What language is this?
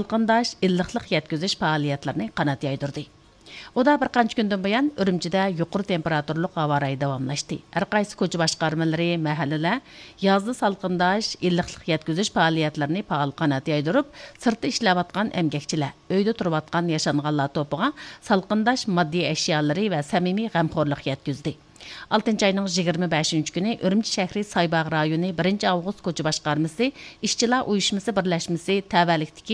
Uyghur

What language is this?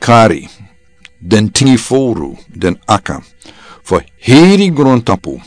Sranan Tongo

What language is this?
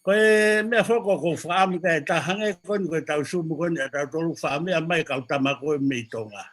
Tongan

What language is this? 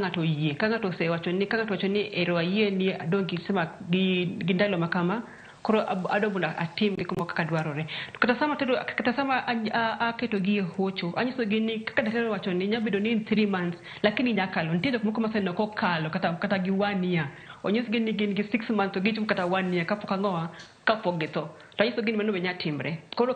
Luo (Kenya and Tanzania)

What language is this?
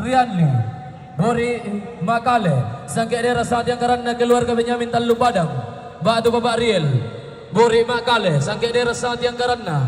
Toraja-Sa'dan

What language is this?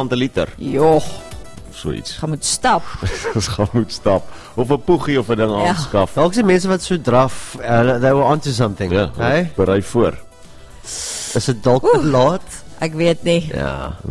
Afrikaans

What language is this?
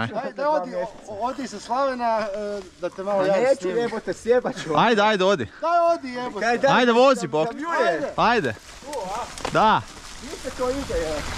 Croatian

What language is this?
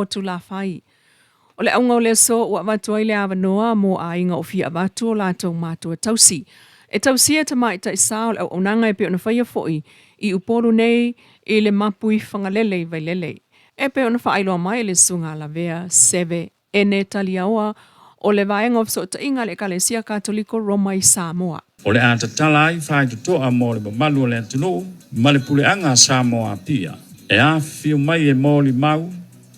Samoan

